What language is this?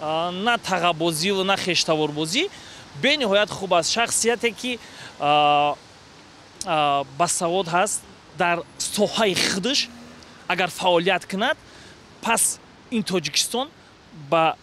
Tajik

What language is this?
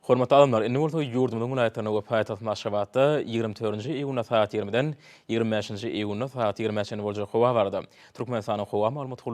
Turkmen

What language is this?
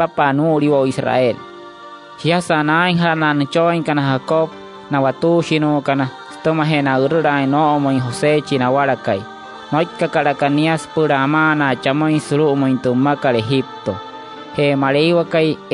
Wayuu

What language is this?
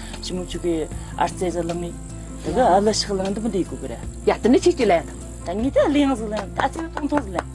Tibetan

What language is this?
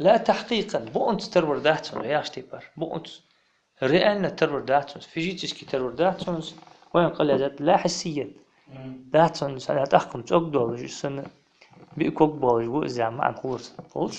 Ingush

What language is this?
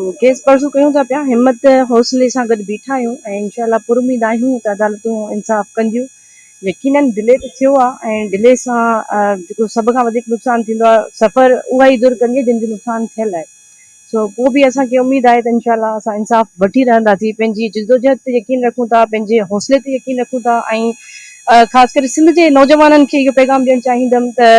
Sindhi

